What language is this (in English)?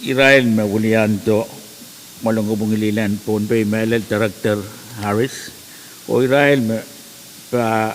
Pohnpeian